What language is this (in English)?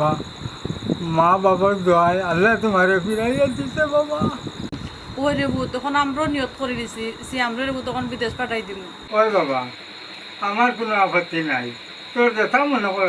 Sylheti